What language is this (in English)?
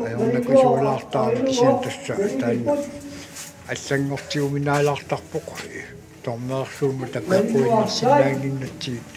Kalaallisut